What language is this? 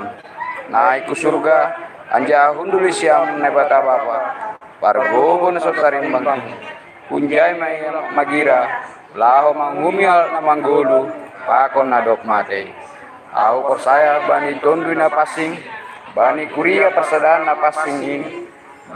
Batak Simalungun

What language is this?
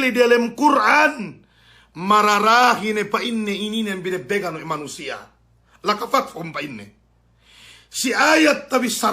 Yakan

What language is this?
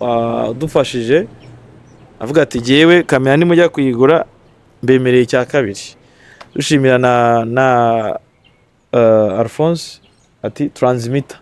Kinyarwanda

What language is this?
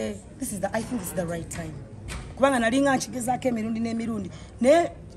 Ganda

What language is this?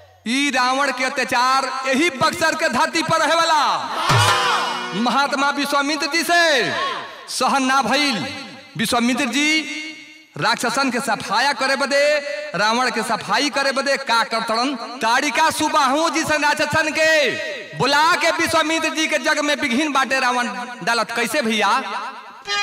Bhojpuri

